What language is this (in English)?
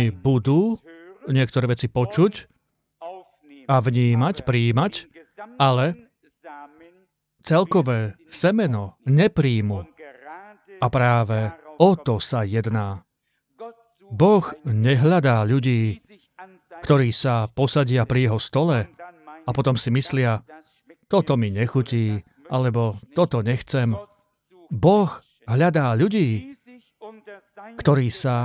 Slovak